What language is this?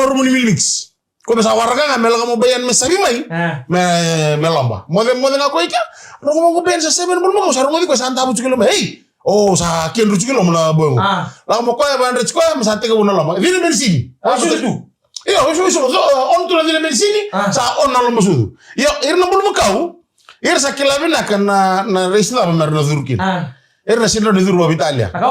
Fijian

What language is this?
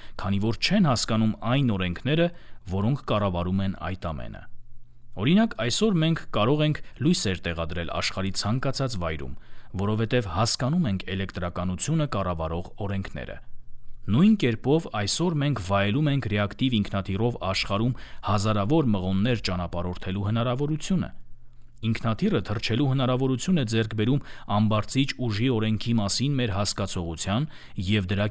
Armenian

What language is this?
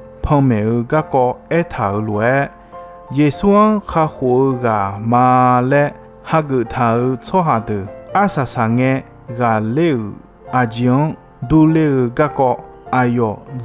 Akha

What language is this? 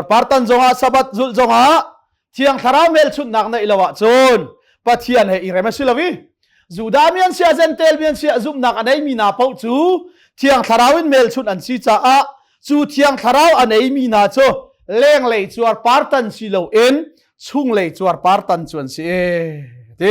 Hakha Chin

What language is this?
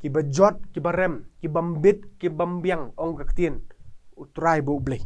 Khasi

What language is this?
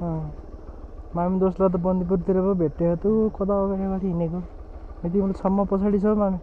Nepali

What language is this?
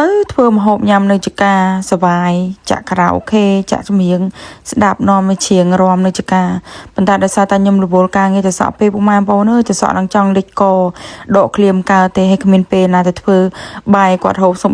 Khmer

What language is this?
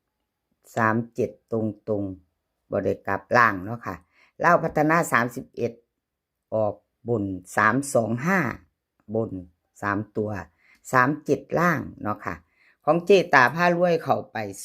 Lao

